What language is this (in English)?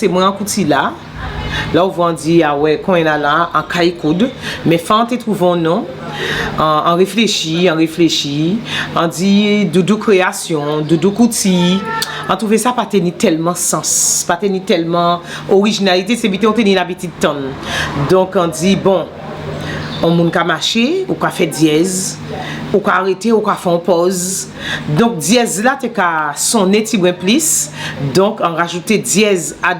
Guadeloupean Creole French